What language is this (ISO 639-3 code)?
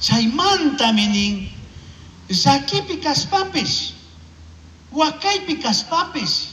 qug